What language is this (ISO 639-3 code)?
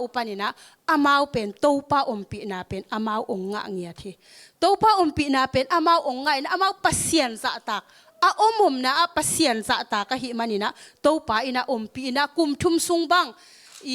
ctd